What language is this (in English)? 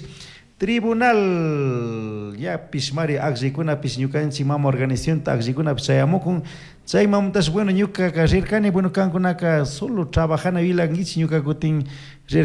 Chimborazo Highland Quichua